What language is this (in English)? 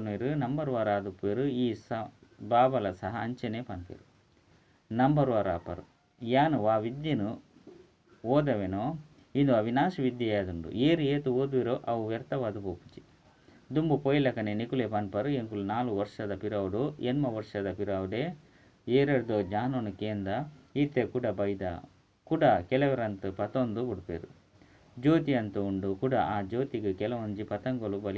Tulu